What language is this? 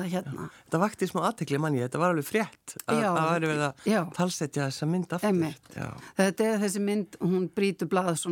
Icelandic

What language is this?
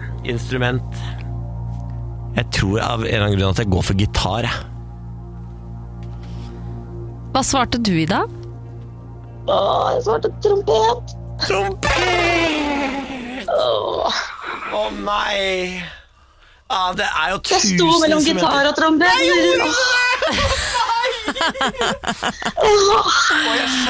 Norwegian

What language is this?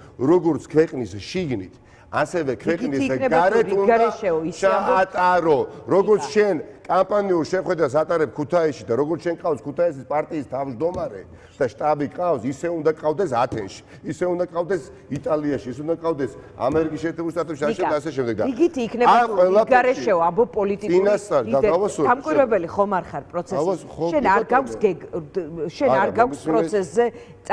Georgian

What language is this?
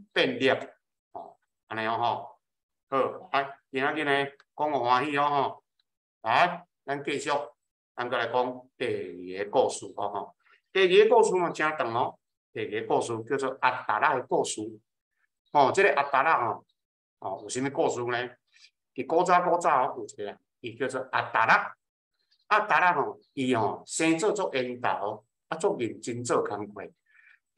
Min Nan Chinese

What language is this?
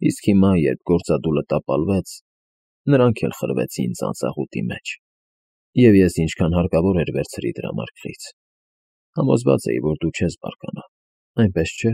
Armenian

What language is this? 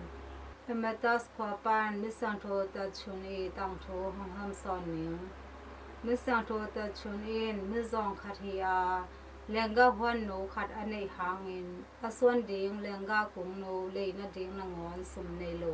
Tedim Chin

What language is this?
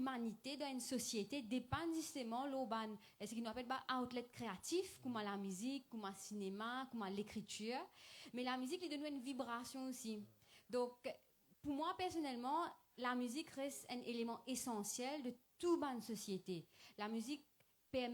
Morisyen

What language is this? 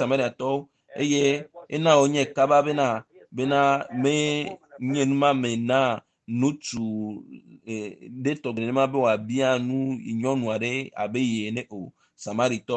Ewe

